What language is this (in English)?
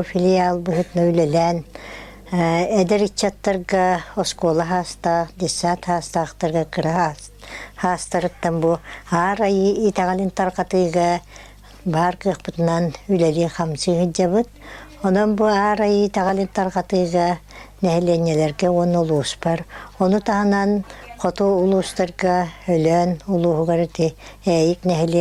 Yakut